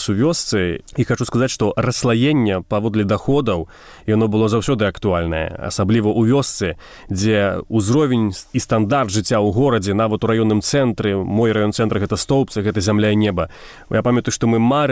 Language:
Belarusian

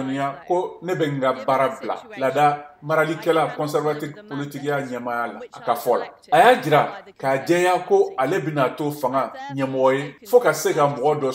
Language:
Bambara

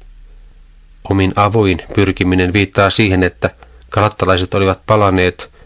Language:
Finnish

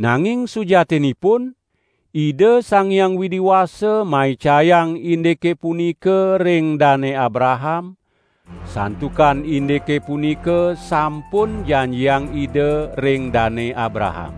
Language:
Balinese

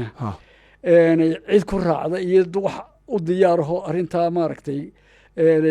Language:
Somali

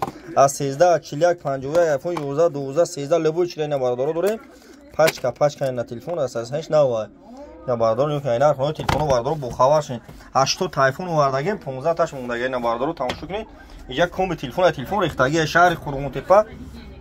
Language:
Tajik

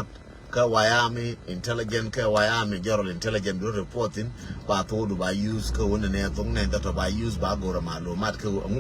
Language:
Nuer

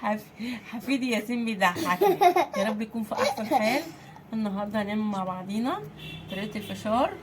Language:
Egyptian Arabic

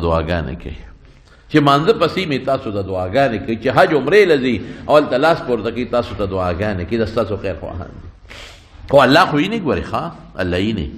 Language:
Pashto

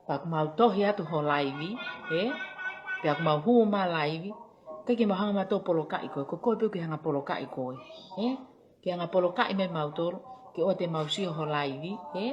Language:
Tongan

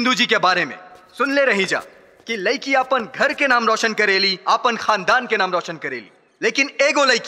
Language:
Bhojpuri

